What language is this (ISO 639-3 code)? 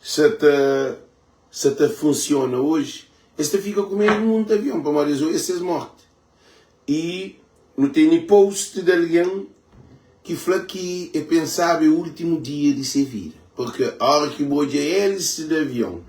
kea